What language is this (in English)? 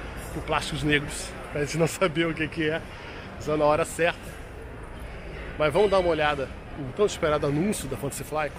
Portuguese